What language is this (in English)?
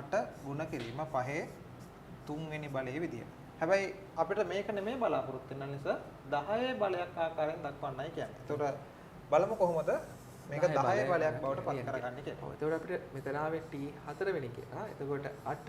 Sinhala